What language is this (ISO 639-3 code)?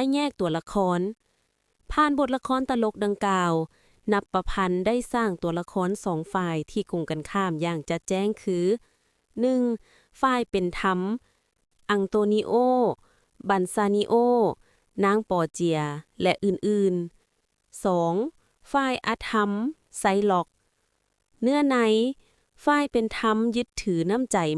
lao